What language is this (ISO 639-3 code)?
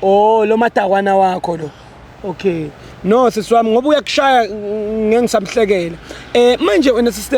zul